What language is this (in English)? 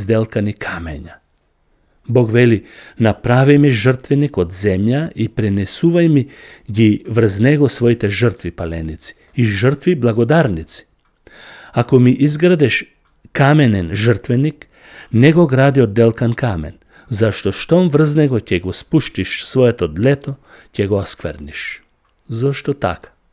Macedonian